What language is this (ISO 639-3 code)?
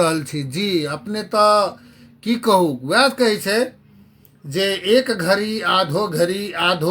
mai